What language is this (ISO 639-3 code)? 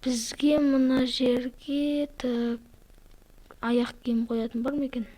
kaz